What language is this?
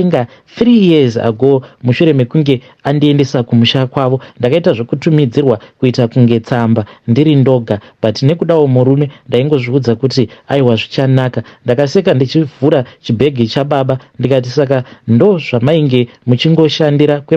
Shona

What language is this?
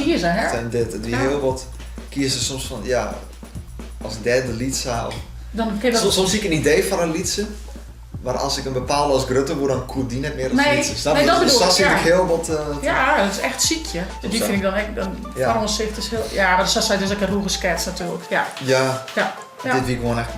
Western Frisian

